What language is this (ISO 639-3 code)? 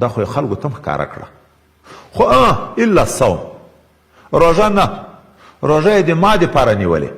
pus